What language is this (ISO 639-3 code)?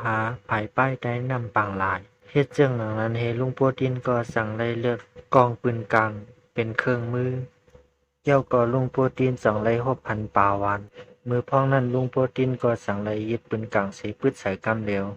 shn